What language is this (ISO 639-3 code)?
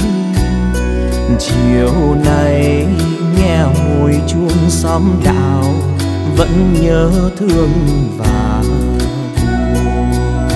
vie